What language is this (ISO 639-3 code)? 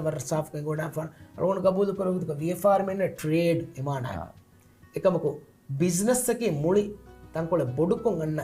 div